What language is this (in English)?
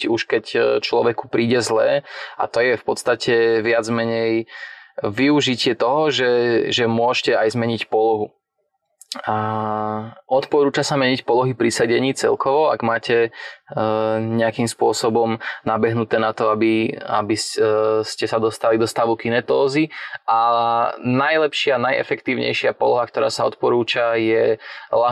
Slovak